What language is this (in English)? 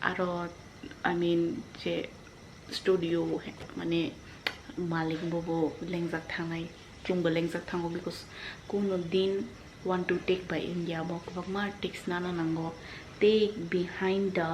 Kok Borok